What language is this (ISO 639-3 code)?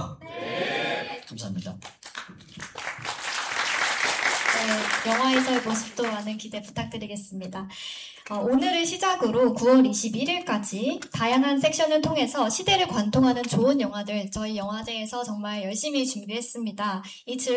kor